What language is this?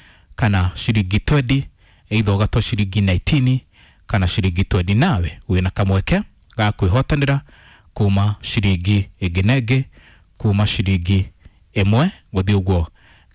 Kikuyu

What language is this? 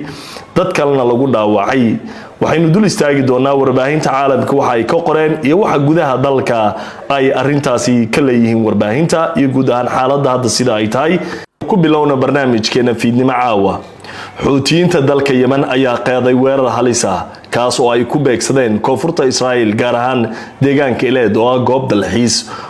Somali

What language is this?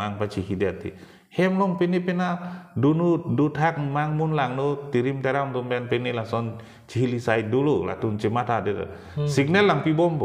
Karbi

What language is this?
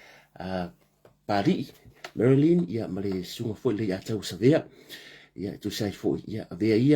Samoan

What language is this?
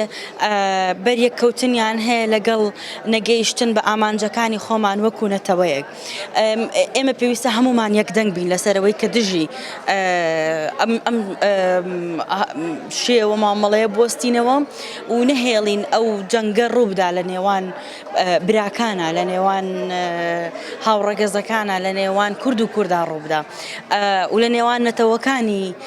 Central Kurdish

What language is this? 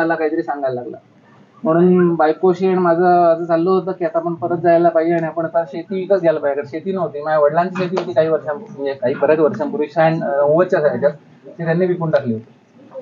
Marathi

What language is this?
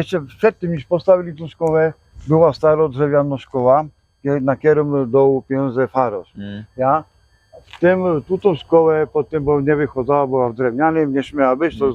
Silesian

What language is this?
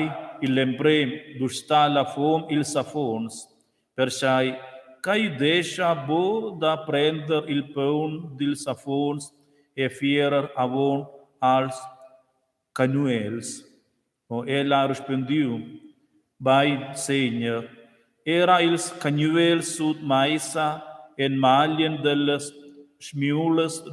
Romansh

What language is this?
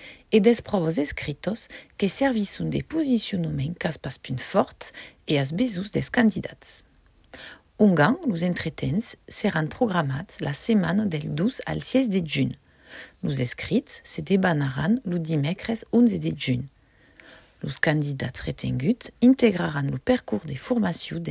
Occitan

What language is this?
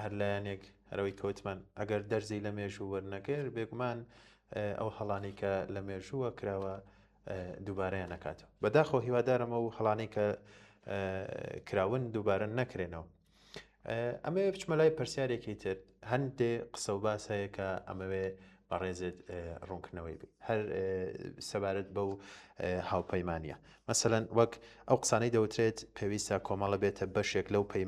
Central Kurdish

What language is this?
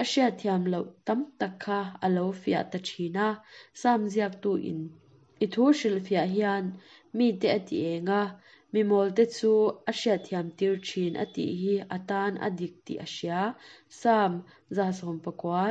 Mizo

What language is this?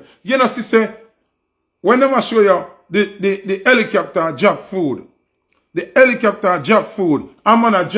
Jamaican Creole English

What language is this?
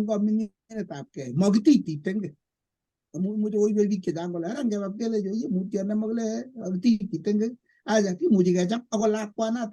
Kalenjin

